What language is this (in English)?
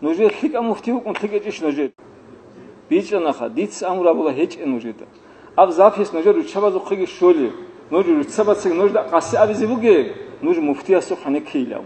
Avaric